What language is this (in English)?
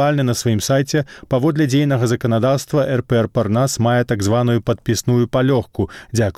Belarusian